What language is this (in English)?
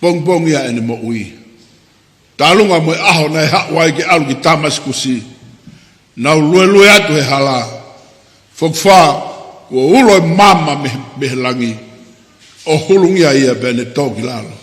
Tongan